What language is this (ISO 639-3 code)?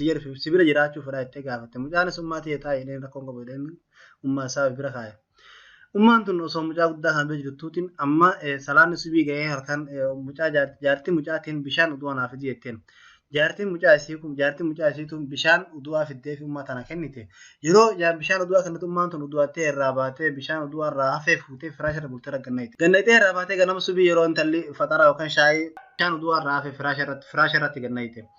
orm